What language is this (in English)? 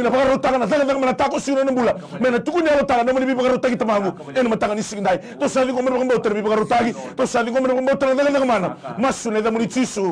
Fijian